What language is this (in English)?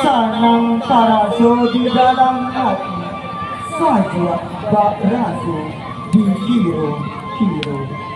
Minangkabau